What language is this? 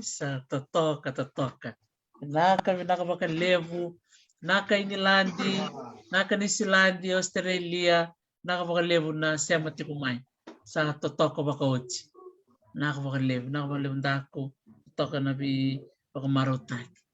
Fijian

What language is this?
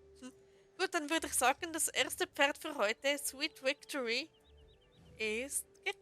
Swiss German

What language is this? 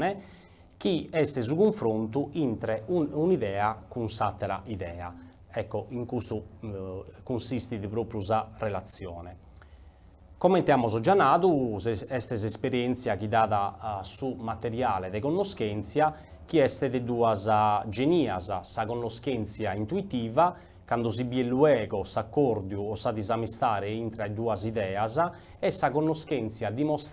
Sardinian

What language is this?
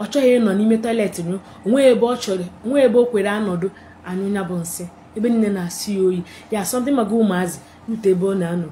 Igbo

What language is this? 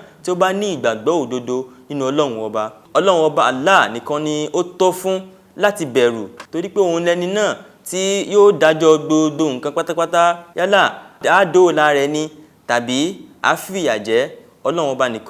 Yoruba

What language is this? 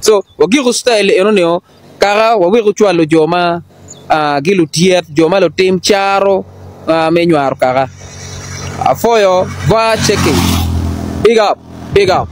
Acoli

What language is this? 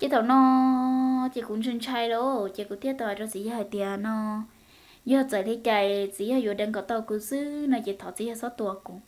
Hmong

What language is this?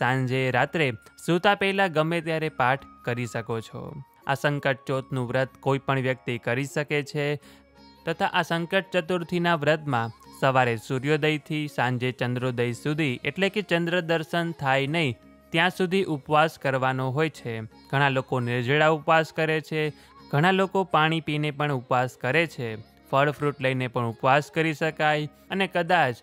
Gujarati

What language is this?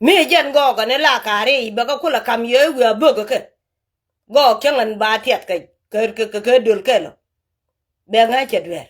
Nuer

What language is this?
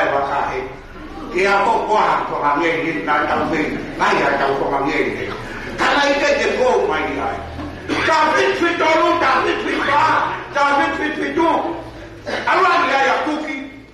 Tongan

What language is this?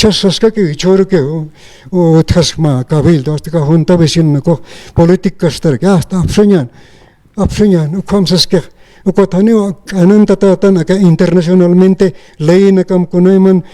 Aymara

